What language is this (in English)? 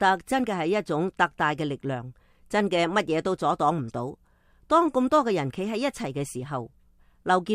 Cantonese